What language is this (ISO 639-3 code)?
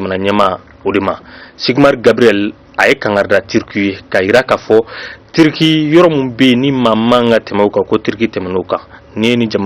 bam